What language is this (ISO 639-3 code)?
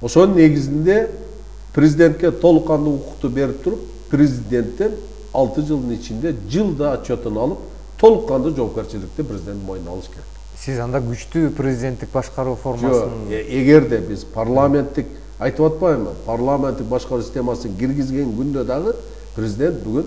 kir